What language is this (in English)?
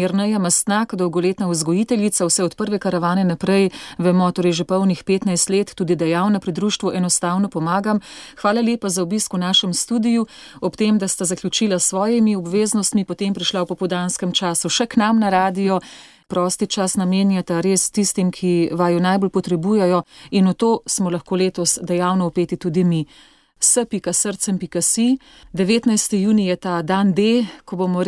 Slovenian